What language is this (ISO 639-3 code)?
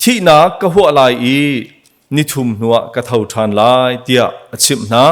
cnh